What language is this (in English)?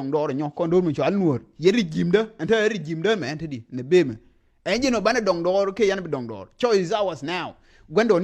Nuer